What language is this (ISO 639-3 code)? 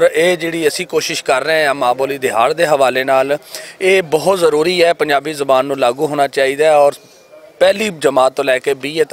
lah